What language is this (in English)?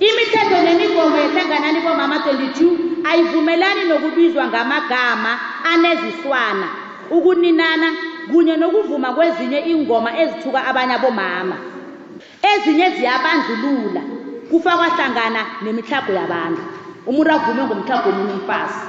South Ndebele